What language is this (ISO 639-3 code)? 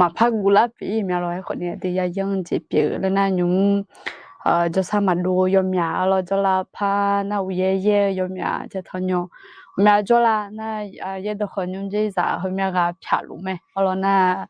ahk